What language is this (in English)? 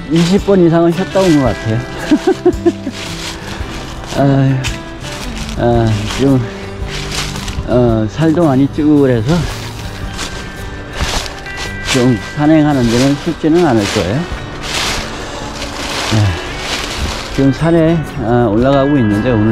Korean